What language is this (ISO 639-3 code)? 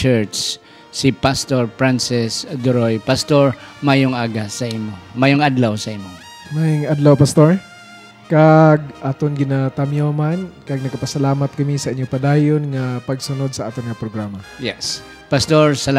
hil